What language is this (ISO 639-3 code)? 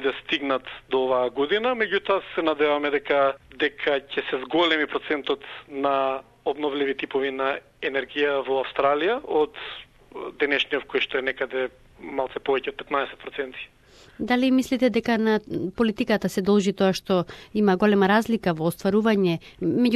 mkd